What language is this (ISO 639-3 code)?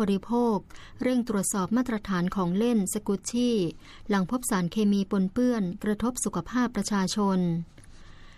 tha